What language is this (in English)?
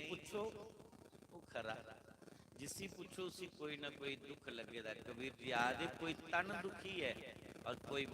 Dogri